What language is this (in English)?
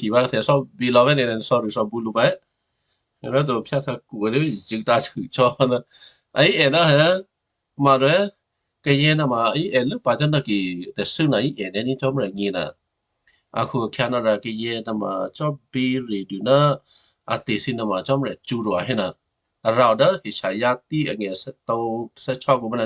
Western Kayah